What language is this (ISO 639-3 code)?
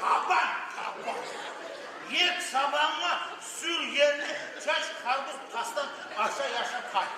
kum